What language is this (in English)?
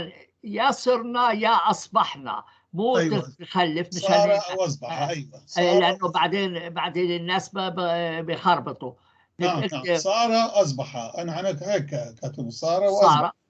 North Levantine Arabic